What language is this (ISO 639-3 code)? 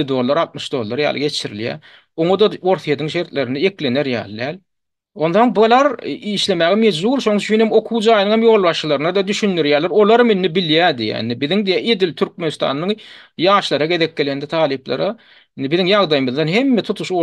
tuk